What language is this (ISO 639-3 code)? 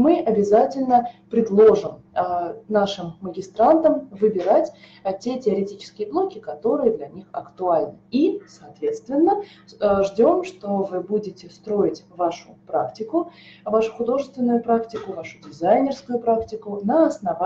rus